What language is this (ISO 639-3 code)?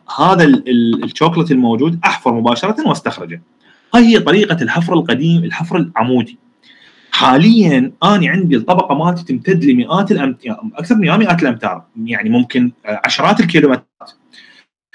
acm